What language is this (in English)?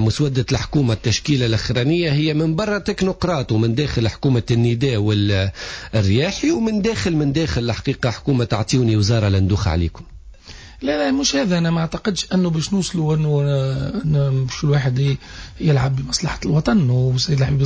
Tunisian Arabic